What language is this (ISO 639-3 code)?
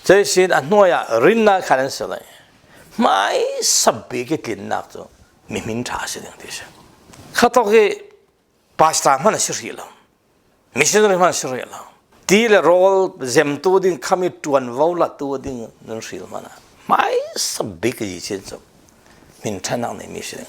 cfm